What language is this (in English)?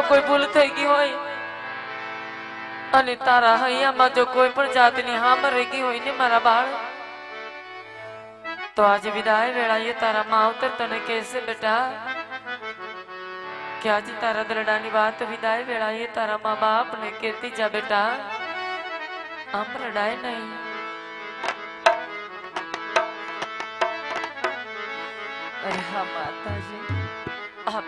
Gujarati